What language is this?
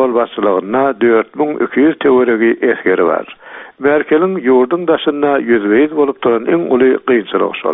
Turkmen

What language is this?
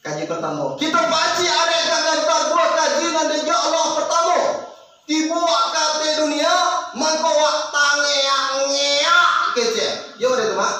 Minangkabau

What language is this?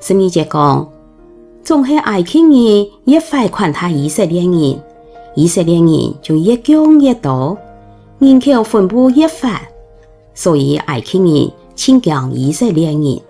Hakka Chinese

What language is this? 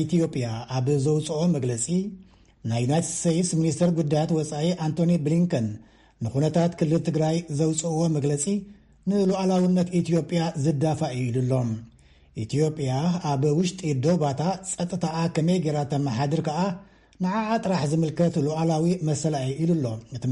Tigrinya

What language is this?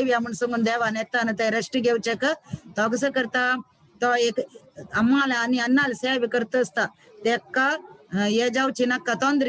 Konkani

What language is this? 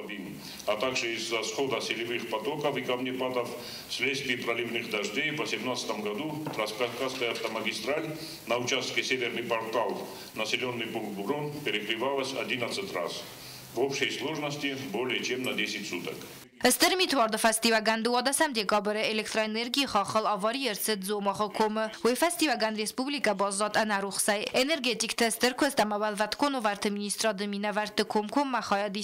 Ossetic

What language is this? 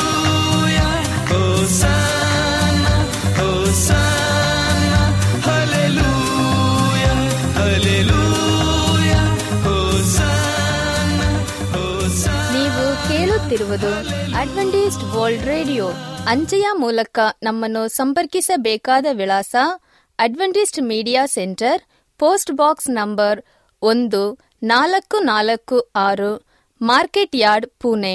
Kannada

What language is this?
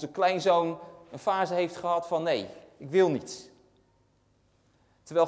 Dutch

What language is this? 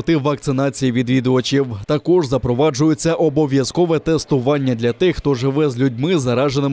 Ukrainian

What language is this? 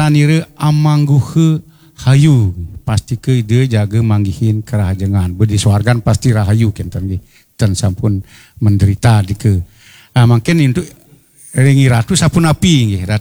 Balinese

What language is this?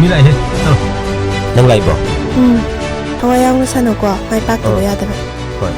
Manipuri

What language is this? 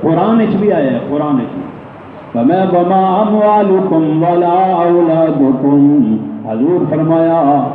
Saraiki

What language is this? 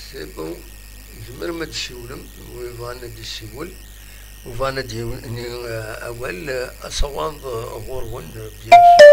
Kabyle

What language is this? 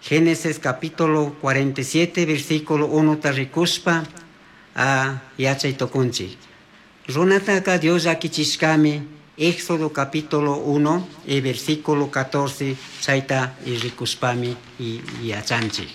Chimborazo Highland Quichua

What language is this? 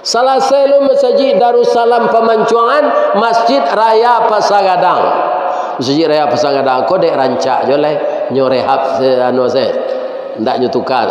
Minangkabau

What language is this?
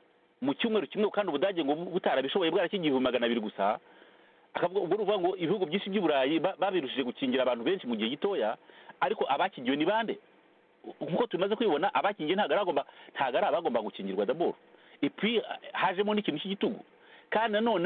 Kinyarwanda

